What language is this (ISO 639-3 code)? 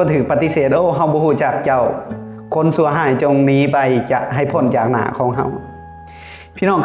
lao